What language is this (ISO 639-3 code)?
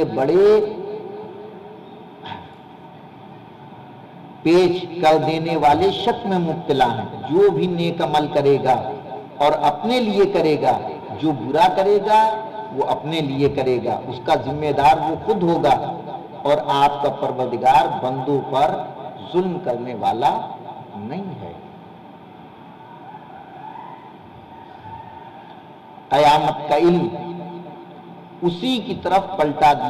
urd